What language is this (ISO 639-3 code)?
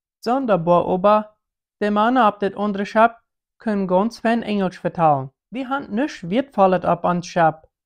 pdt